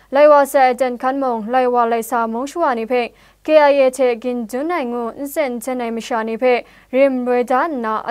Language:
Kachin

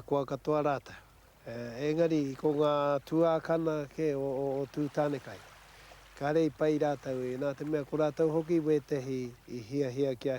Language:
Māori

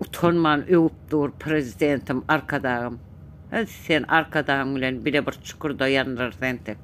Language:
Turkmen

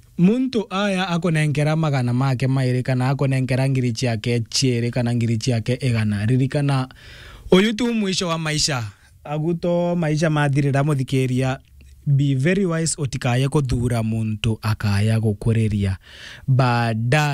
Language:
Meru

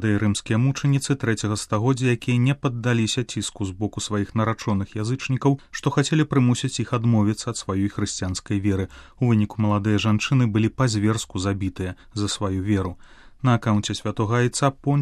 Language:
Belarusian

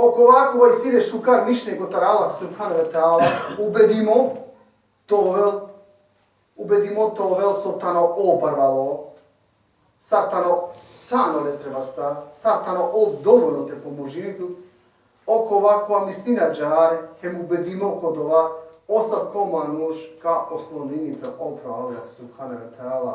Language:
Balkan Romani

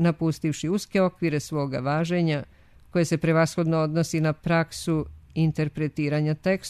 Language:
Serbian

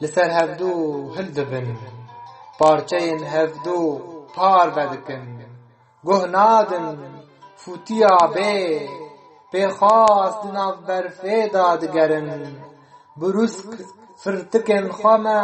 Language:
Kurdish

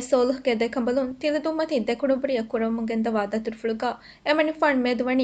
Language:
Divehi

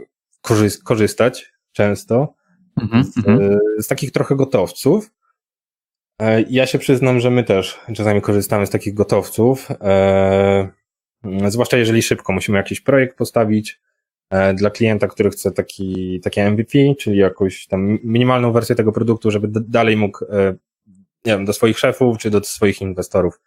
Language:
Polish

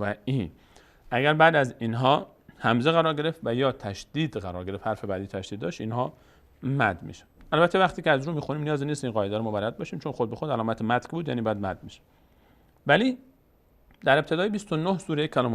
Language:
Persian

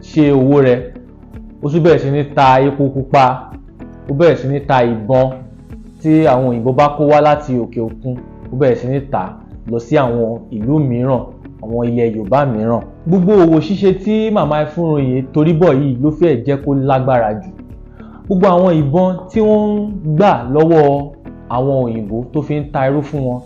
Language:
Yoruba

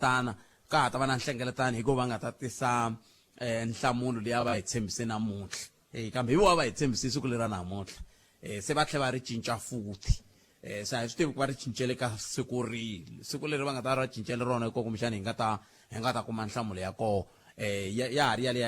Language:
Tsonga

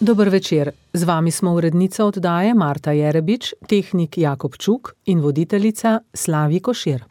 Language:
Slovenian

